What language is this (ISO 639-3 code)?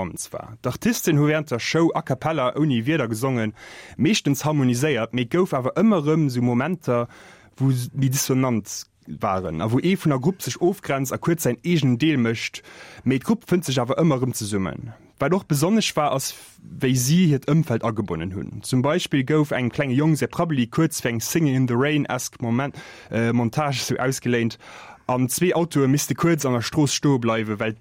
ltz